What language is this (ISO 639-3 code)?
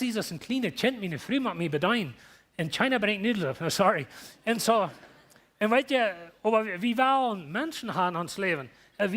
pdt